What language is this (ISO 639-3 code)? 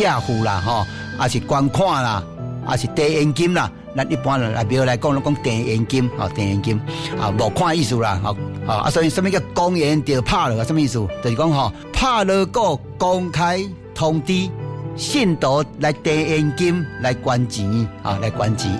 nan